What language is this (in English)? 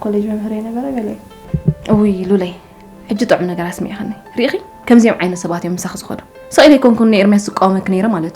Tigrinya